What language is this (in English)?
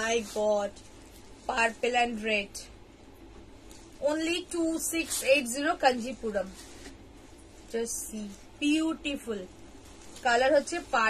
Bangla